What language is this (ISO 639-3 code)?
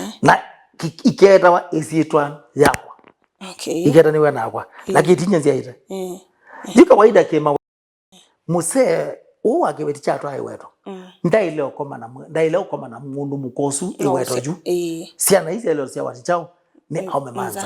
kam